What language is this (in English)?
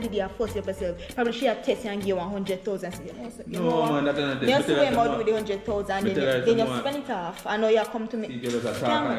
Jamaican Creole English